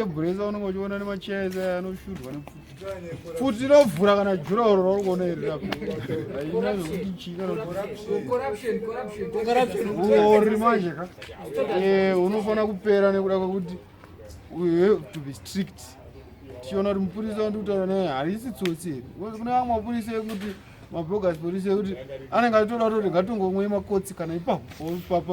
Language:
Shona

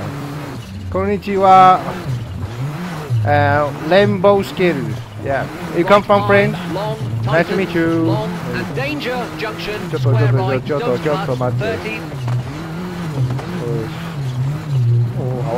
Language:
Chinese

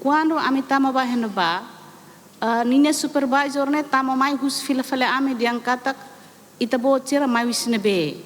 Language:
Tetum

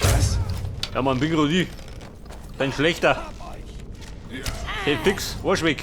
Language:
Bavarian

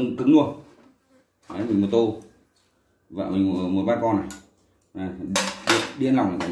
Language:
Vietnamese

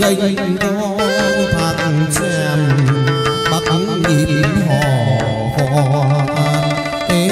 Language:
Vietnamese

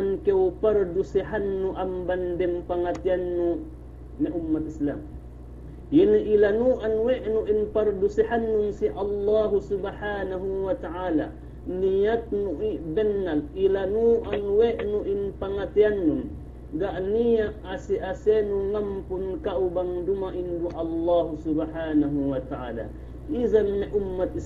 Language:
Yakan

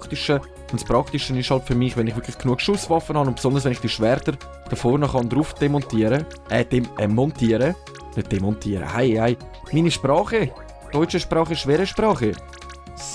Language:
Swiss German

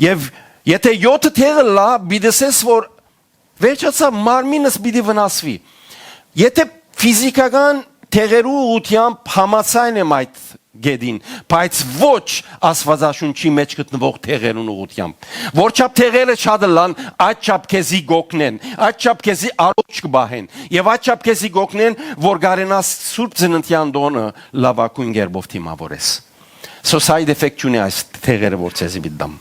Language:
Western Armenian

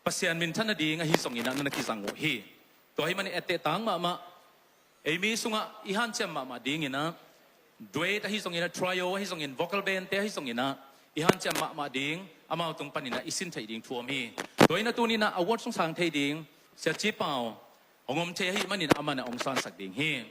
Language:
Tedim Chin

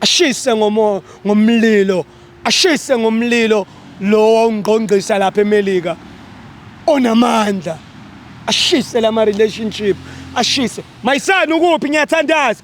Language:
Zulu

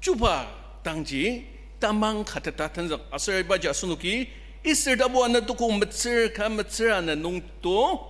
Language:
Ao Naga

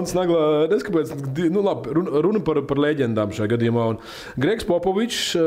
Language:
Latvian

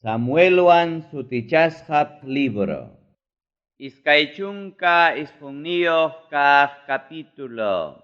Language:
Ayacucho Quechua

